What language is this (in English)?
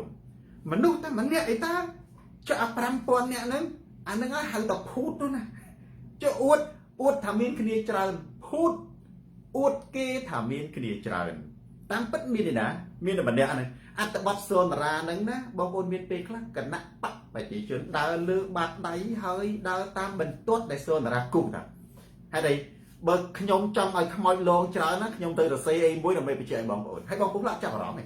Khmer